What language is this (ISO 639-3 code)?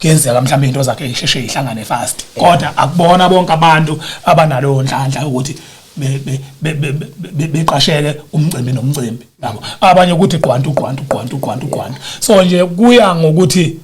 zul